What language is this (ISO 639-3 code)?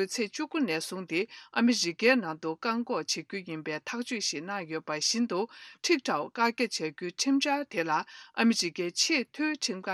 bod